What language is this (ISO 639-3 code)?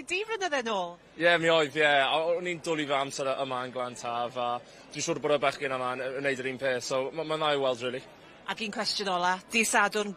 cym